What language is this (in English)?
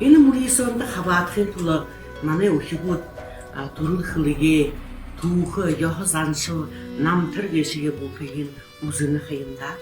Buriat